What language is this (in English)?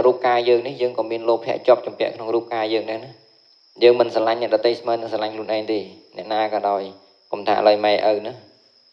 Khmer